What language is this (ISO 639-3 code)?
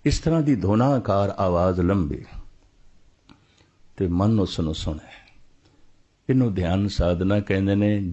pan